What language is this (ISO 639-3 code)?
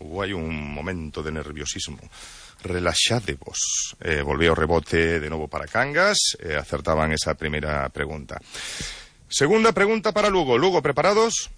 glg